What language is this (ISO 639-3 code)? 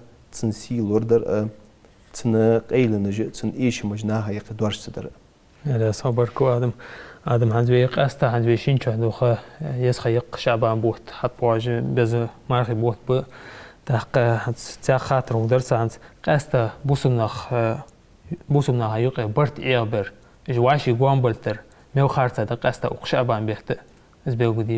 inh